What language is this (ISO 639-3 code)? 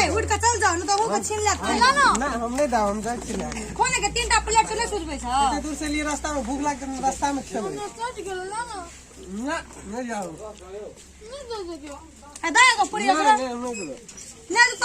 mai